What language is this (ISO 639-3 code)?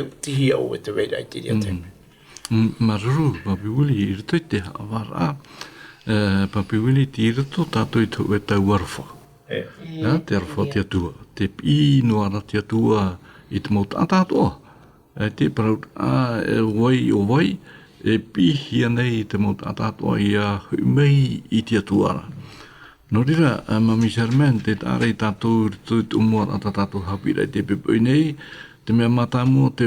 tah